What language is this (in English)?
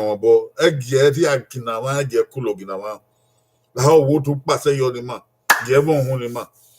Bini